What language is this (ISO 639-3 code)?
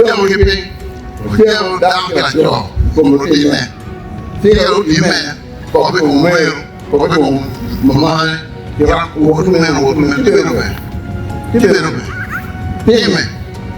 ach